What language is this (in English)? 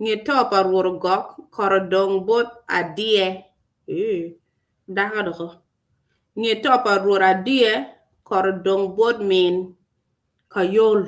Acoli